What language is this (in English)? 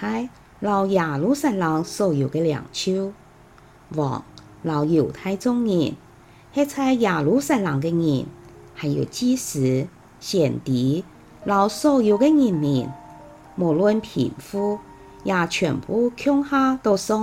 Hakka Chinese